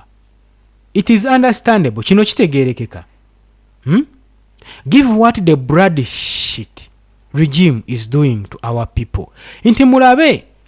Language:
Ganda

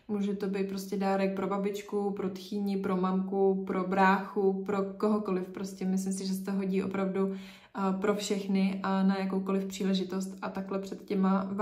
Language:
Czech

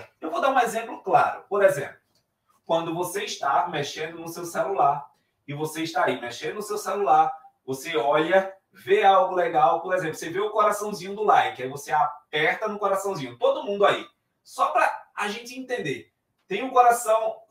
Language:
Portuguese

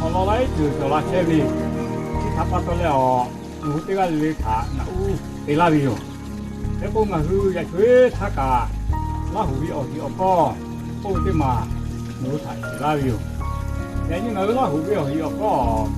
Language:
Lahu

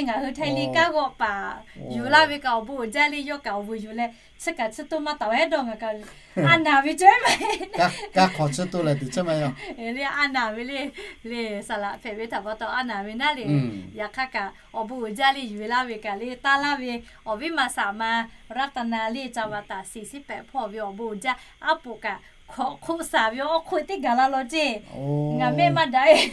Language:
Lahu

